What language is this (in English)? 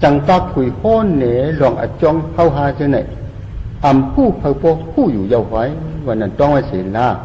Shan